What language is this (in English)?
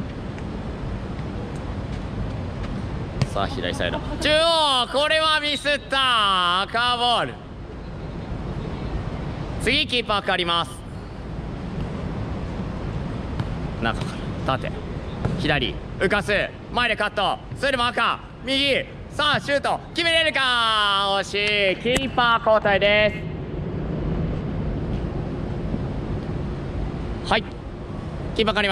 Japanese